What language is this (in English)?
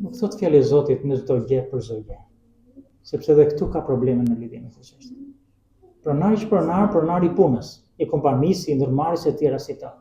Albanian